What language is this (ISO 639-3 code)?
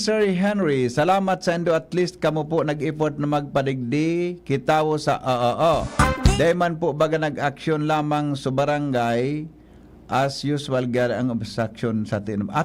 bik